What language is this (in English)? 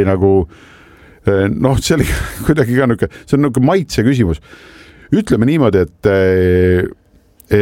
Estonian